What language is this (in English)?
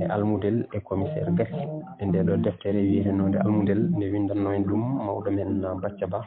Fula